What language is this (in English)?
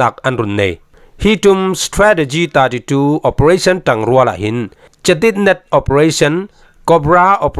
Falam Chin